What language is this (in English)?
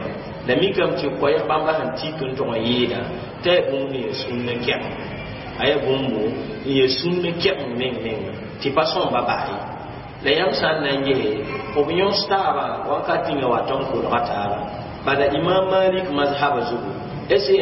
Mossi